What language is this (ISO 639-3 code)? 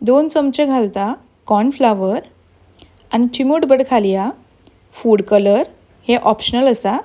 kok